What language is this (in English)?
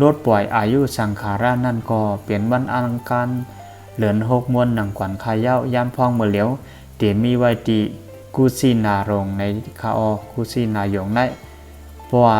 Shan